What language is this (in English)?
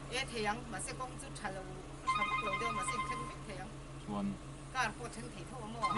Mizo